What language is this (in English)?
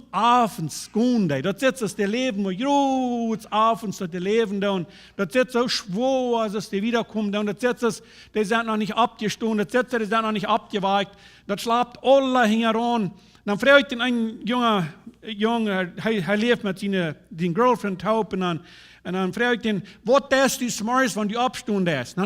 Plautdietsch